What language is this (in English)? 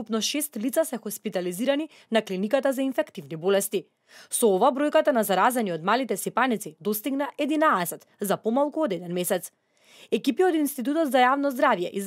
Macedonian